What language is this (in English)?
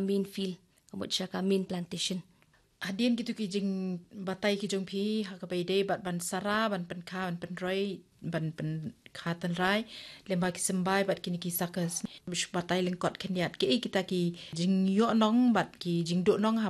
Khasi